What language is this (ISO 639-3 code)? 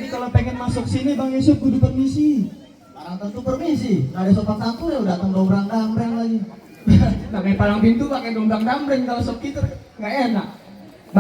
bew